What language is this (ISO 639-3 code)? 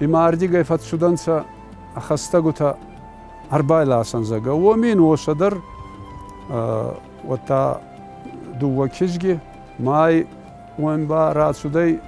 oss